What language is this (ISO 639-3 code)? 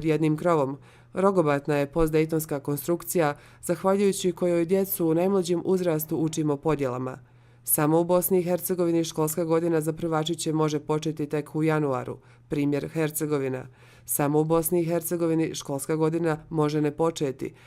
bos